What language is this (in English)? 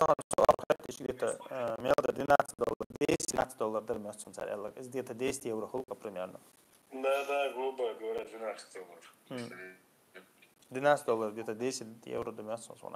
Chechen